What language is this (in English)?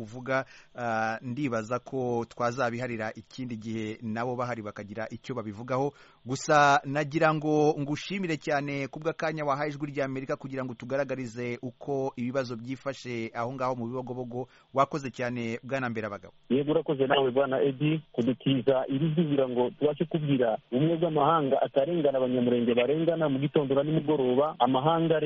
Kinyarwanda